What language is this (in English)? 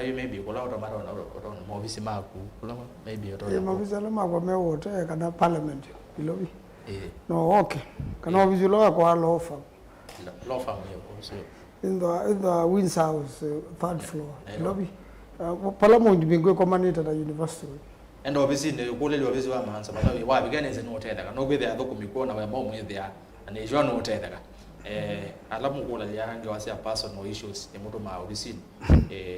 Kamba